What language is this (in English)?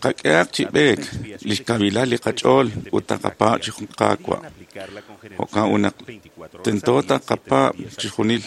Kekchí